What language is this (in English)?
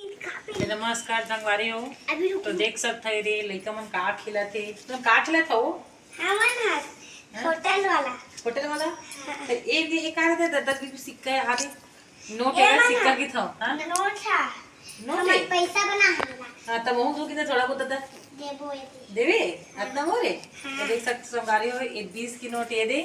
Chhattisgarhi